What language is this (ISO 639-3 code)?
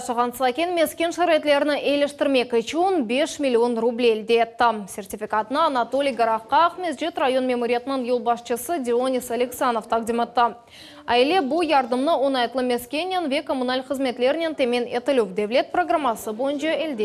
crh